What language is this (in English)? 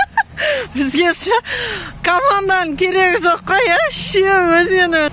Kazakh